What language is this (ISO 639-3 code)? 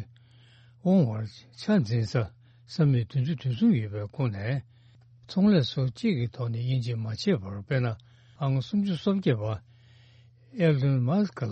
bod